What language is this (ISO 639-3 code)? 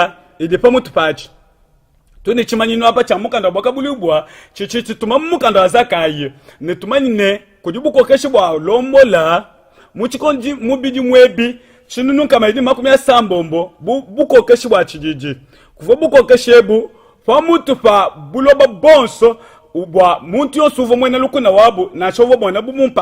lua